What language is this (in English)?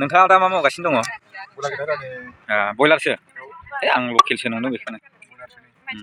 Bodo